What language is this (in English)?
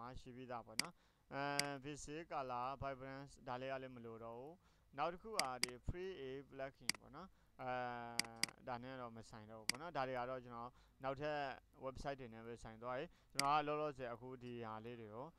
Burmese